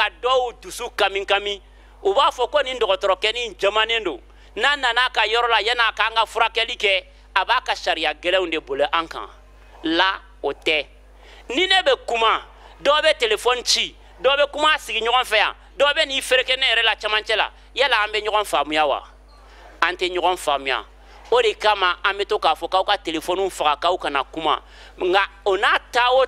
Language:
Bambara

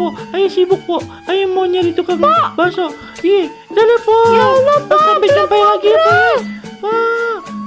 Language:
Betawi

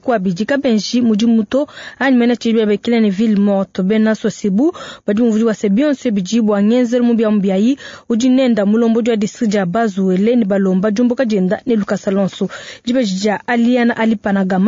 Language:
Luba-Lulua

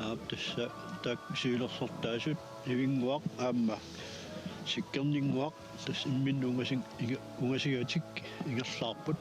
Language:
Kalaallisut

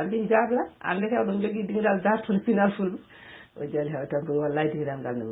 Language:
Fula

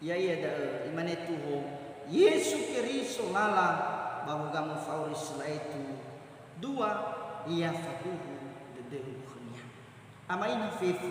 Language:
Nias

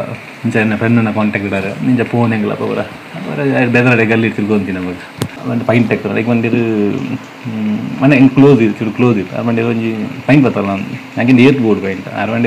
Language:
Kannada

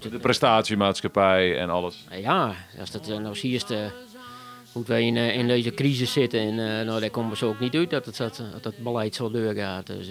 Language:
Western Frisian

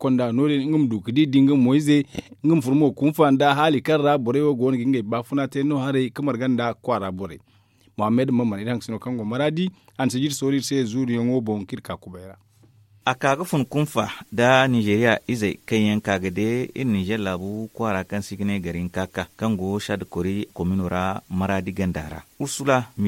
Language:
Zarma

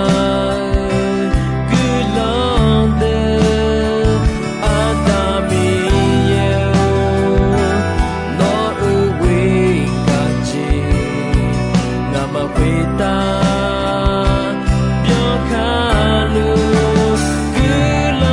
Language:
Akha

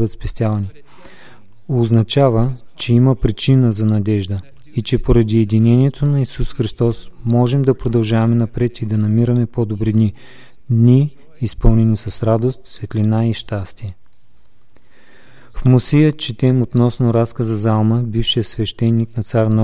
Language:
Bulgarian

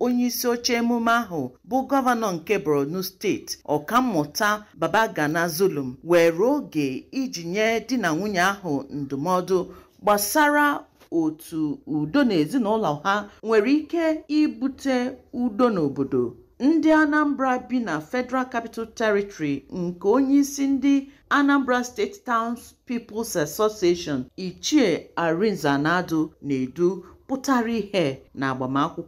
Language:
Igbo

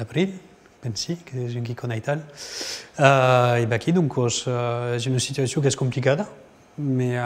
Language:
Occitan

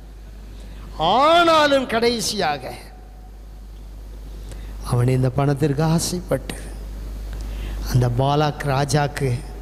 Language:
Tamil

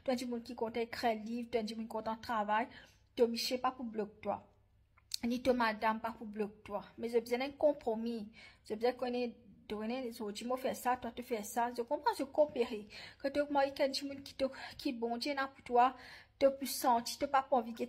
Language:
Morisyen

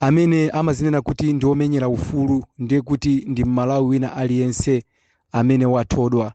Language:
Nyanja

